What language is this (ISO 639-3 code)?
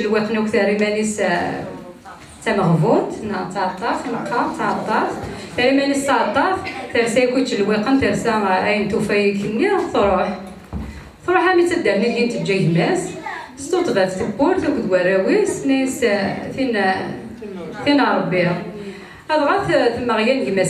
kab